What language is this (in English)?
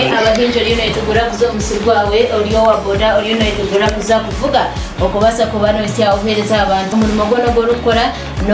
Nyankole